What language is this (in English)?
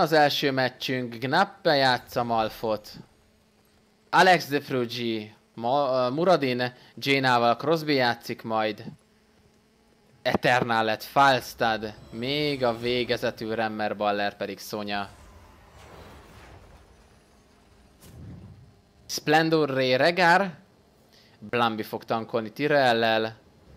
Hungarian